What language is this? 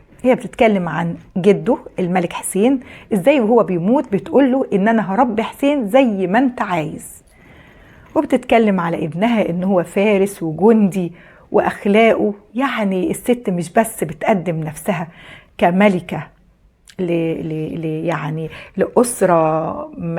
Egyptian Arabic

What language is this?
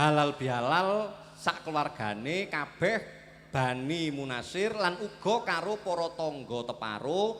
Javanese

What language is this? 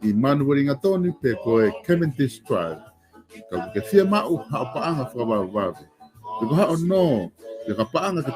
Tongan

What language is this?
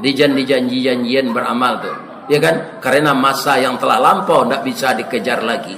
Minangkabau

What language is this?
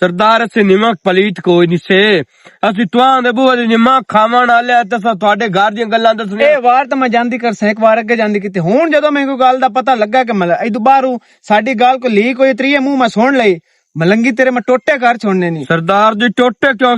Western Panjabi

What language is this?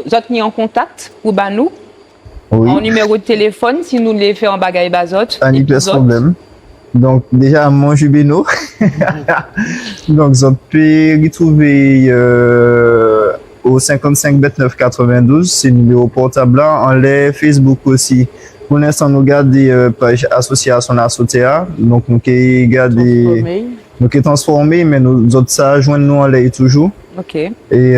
Guadeloupean Creole French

